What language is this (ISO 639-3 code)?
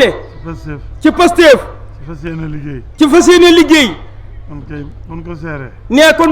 wol